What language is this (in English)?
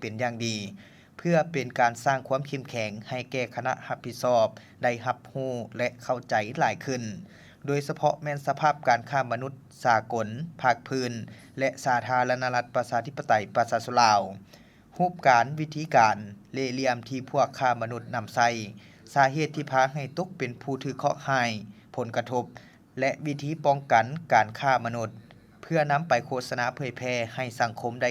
Lao